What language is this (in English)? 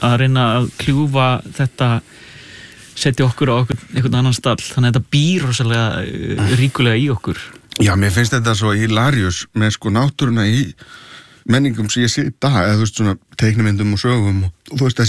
Icelandic